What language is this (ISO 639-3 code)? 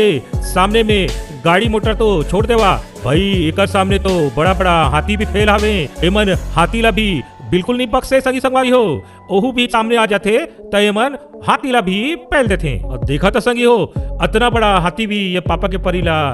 hne